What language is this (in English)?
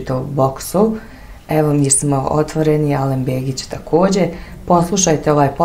Bosnian